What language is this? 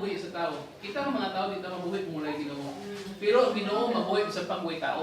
Cebuano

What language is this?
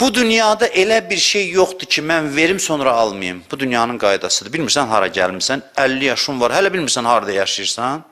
Azerbaijani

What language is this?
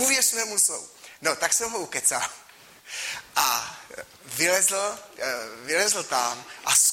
Czech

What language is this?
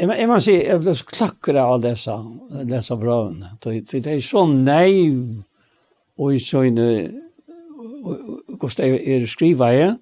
Faroese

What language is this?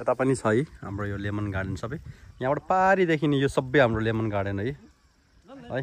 Nepali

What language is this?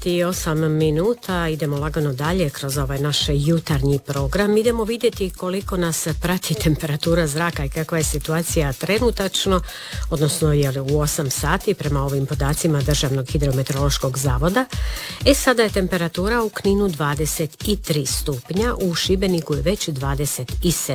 Croatian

